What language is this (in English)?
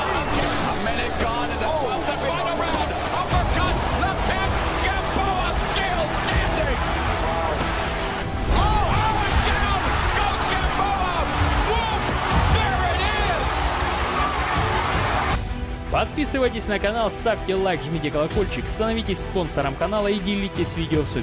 Russian